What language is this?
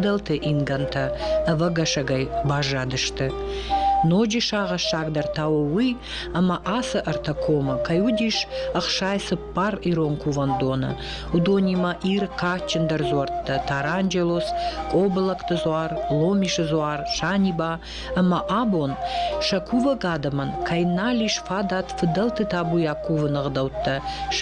Ossetic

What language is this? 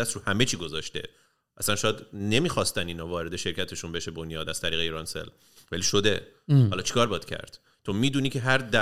Persian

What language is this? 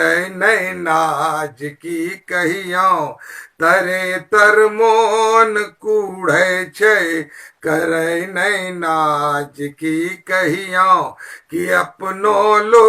Angika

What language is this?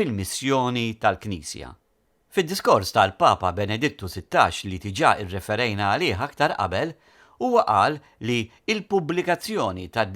Maltese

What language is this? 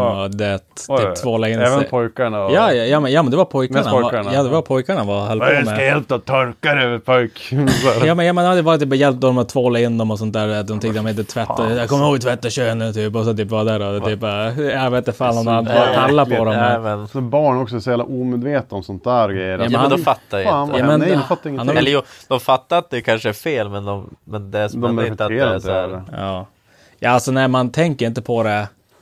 Swedish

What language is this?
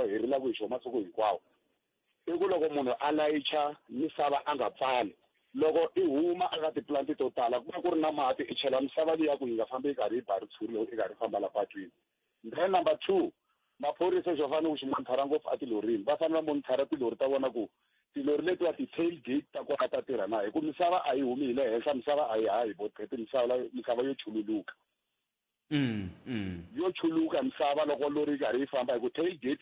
Tsonga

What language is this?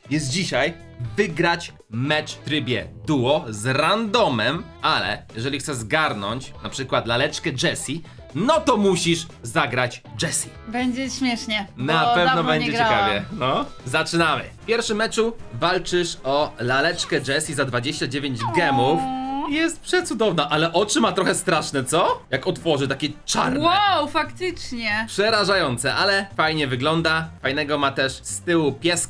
Polish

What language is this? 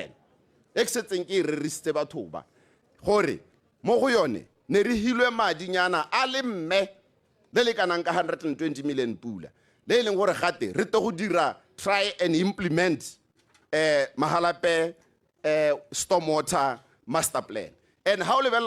Tswana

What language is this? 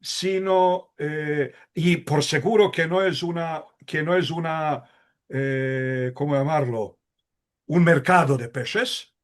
Ladino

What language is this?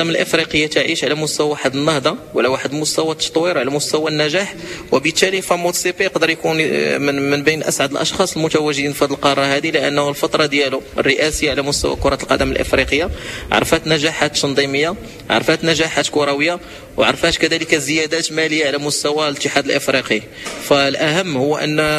Moroccan Arabic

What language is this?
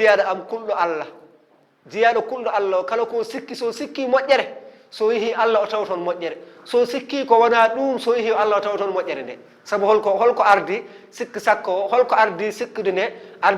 Fula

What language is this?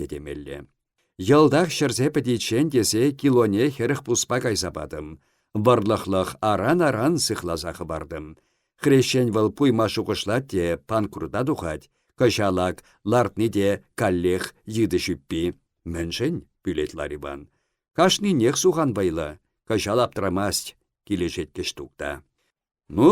Chuvash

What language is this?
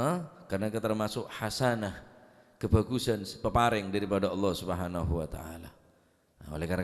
Madurese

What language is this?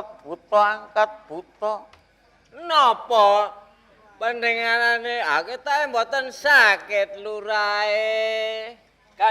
Javanese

